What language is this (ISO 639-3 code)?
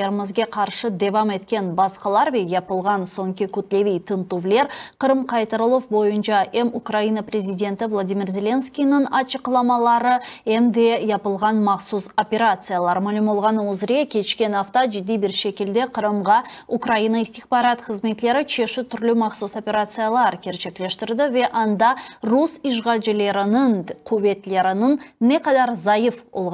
crh